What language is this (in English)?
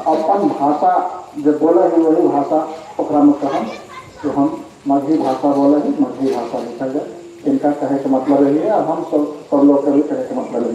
Magahi